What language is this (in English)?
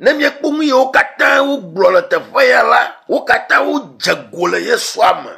Ewe